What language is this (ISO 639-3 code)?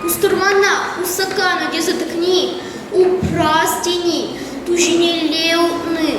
chv